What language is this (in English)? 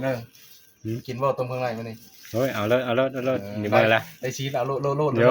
Northeastern Thai